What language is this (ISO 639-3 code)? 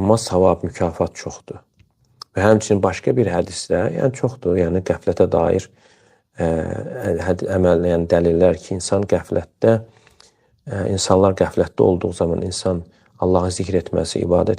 aze